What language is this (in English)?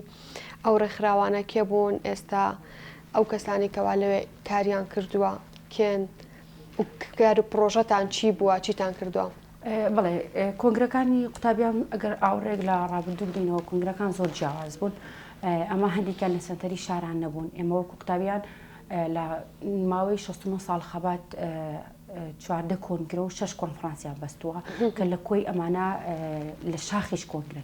Central Kurdish